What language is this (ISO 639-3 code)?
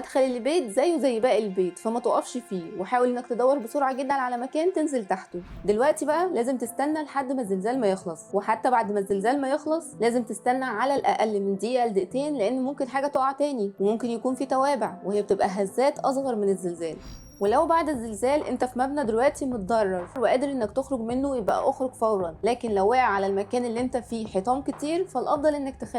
arz